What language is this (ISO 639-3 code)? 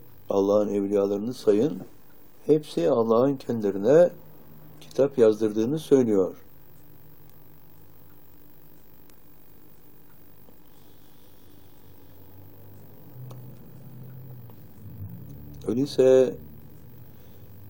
tur